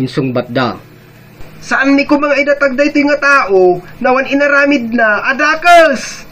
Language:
Iloko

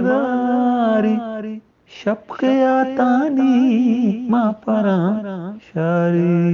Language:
Eastern Balochi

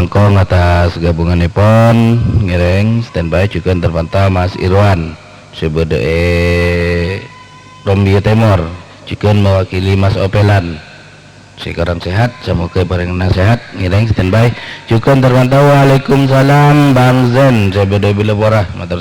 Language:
Madurese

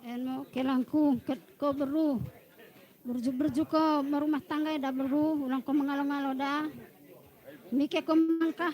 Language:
Batak Toba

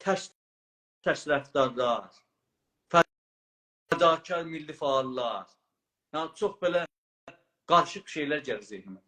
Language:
South Azerbaijani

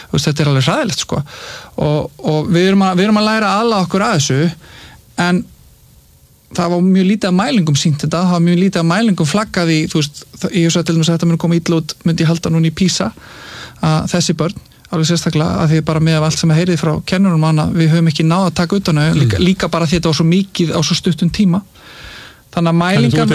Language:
Icelandic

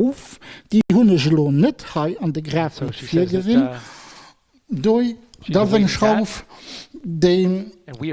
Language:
Luxembourgish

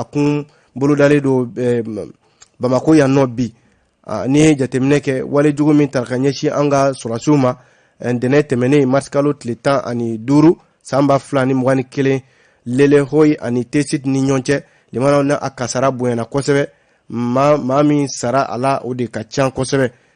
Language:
Bambara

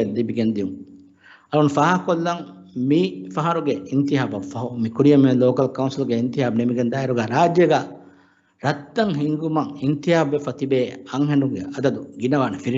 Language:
Divehi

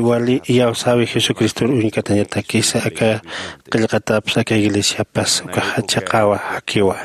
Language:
Aymara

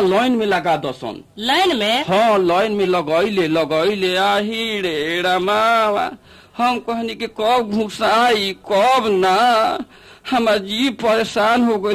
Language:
Bhojpuri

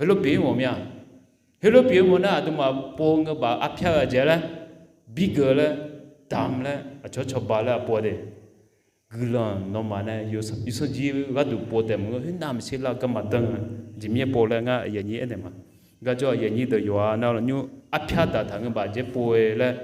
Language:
Akha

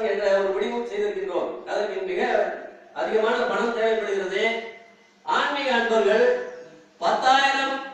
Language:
Tamil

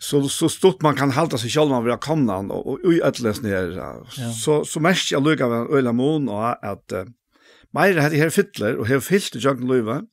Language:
Faroese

